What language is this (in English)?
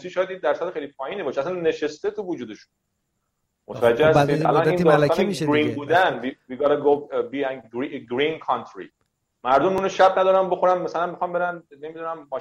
Persian